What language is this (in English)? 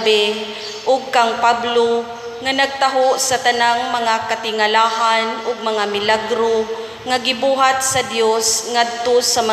Cebuano